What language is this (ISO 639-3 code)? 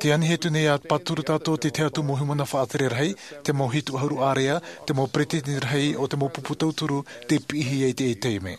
tah